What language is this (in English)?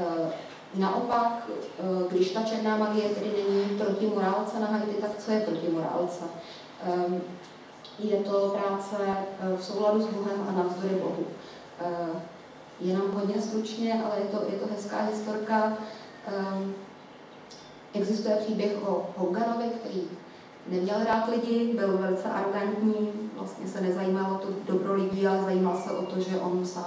Czech